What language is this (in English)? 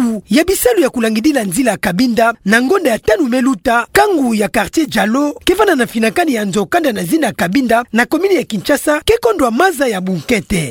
Kituba (Democratic Republic of Congo)